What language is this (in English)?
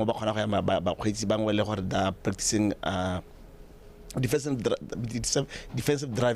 Tswana